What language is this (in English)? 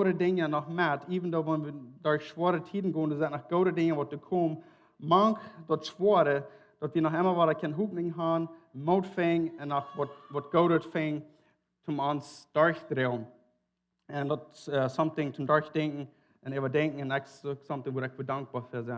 Plautdietsch